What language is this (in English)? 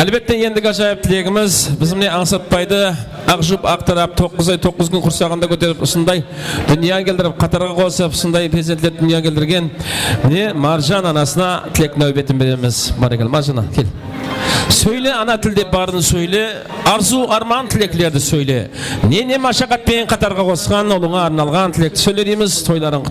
Kara-Kalpak